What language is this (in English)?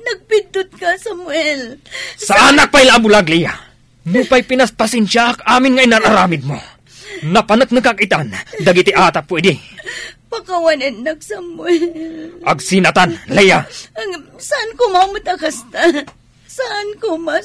Iloko